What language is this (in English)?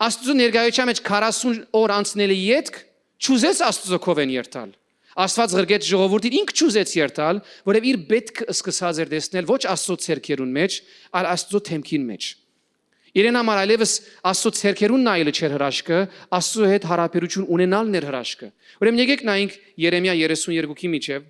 Western Armenian